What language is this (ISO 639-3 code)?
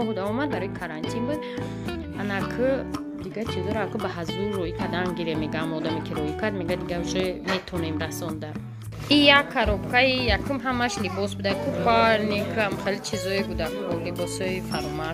tgk